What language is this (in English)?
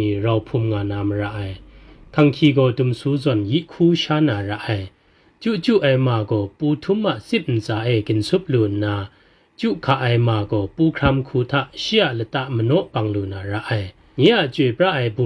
Kachin